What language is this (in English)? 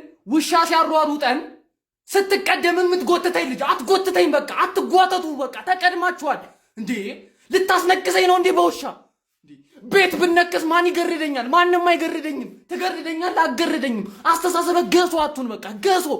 Amharic